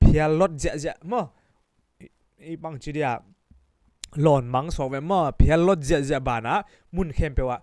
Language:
Tedim Chin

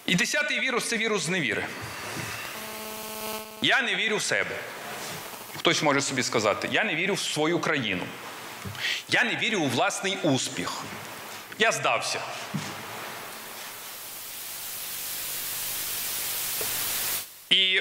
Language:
Ukrainian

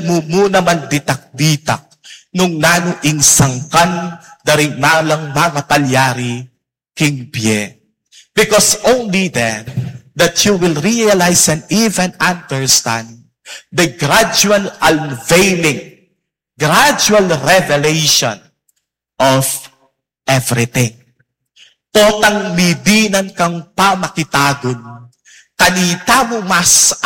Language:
Pampanga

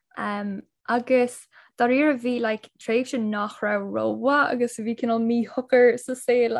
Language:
Irish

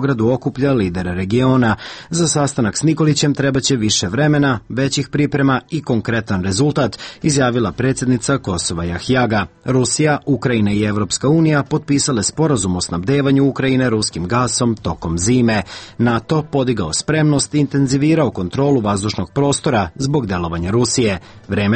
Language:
Serbian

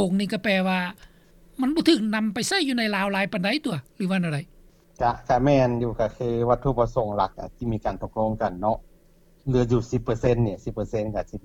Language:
Lao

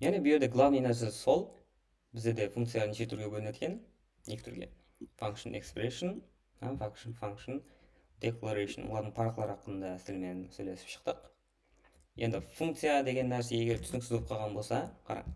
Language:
Kara-Kalpak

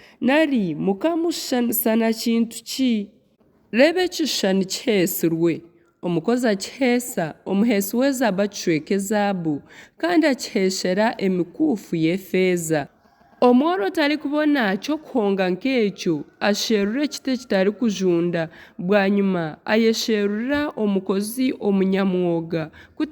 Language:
Nyankole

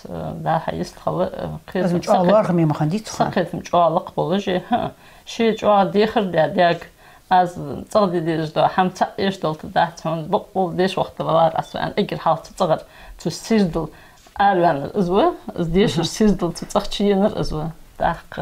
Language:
Ingush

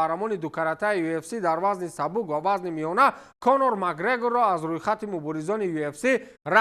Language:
Tajik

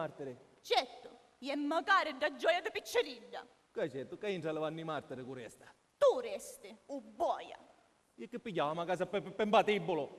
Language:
Sicilian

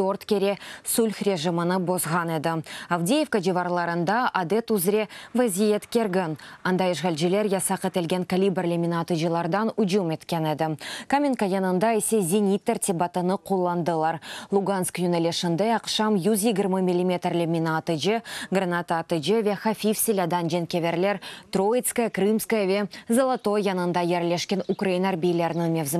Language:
Crimean Tatar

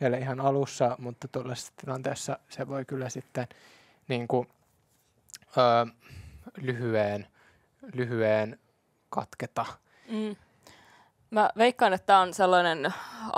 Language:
Finnish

